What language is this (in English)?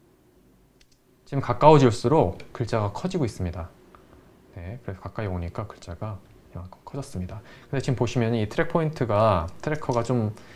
Korean